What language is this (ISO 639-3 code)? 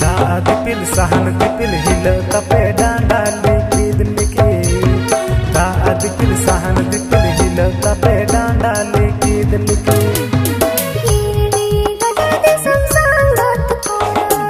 sat